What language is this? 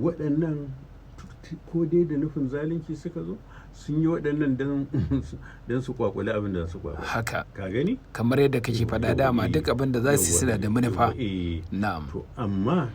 Hausa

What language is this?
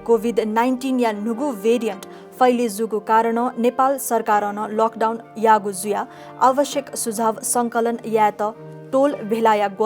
Newari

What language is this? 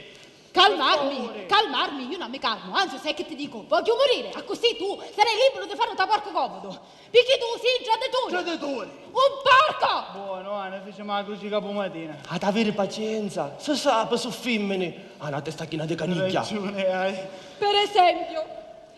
Sicilian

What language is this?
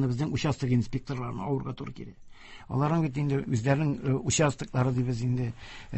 Tatar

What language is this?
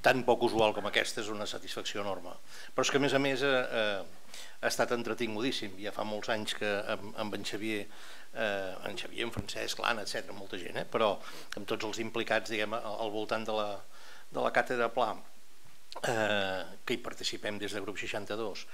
Catalan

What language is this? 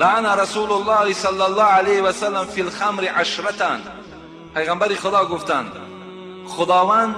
Tajik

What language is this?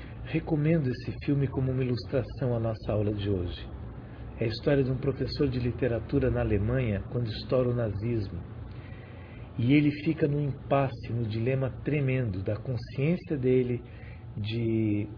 Portuguese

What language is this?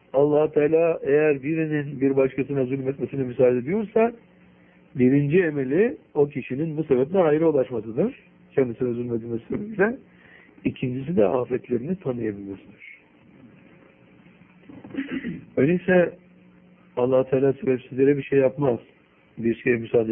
Turkish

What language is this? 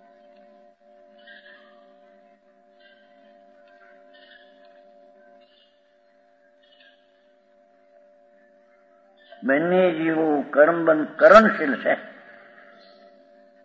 Gujarati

